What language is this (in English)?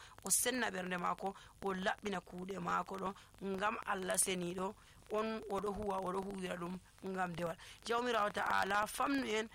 Nigerian Fulfulde